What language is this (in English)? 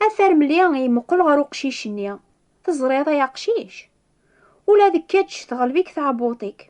Kabyle